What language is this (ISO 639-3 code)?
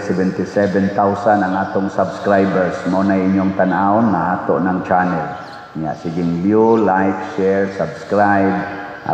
ceb